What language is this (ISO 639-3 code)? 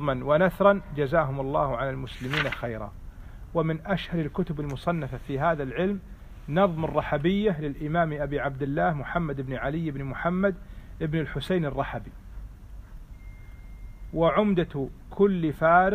ara